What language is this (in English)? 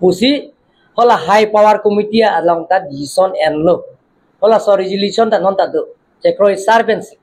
Karbi